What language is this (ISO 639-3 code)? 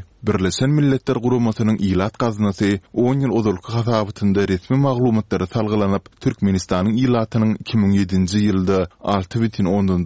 tuk